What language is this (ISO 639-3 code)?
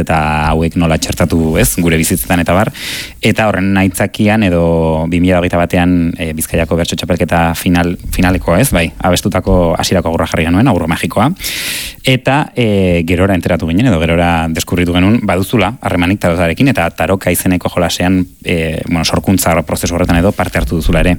eus